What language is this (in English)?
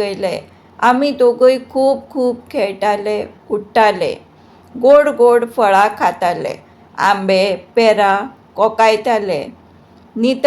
Konkani